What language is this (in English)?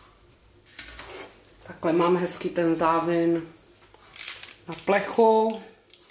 Czech